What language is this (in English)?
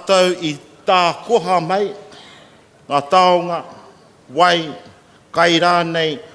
Māori